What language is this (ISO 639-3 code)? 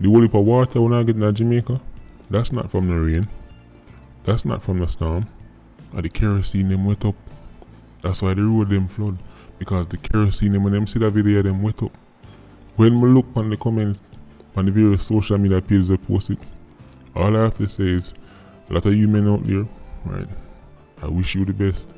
jam